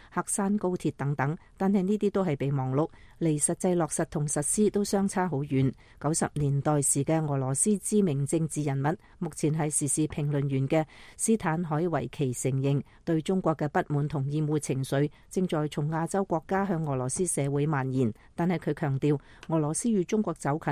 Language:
Cantonese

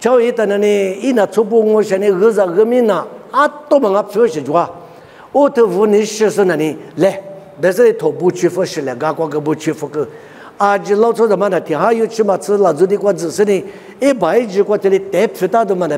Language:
Lisu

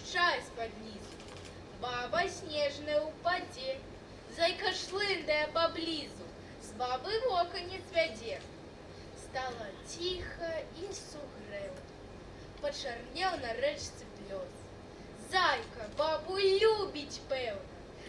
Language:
Belarusian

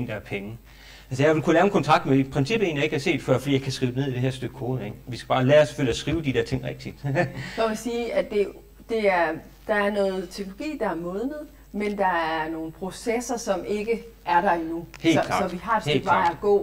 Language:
Danish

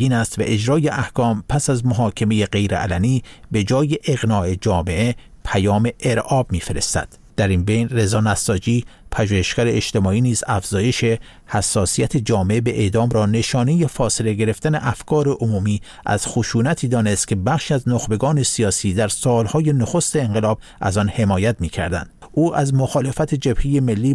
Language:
Persian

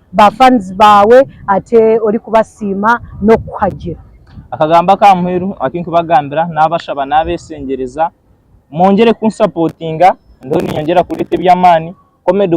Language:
Nyankole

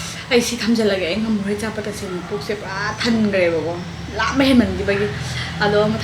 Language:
Manipuri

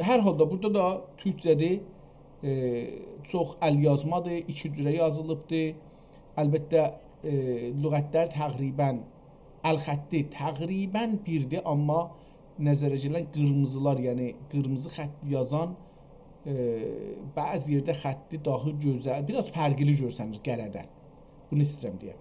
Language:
South Azerbaijani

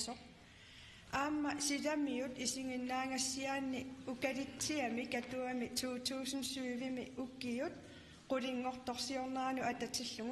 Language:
Kalaallisut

